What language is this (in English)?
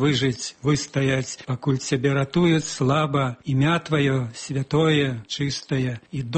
Belarusian